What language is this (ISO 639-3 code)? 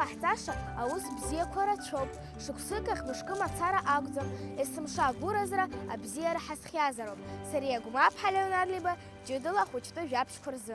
abk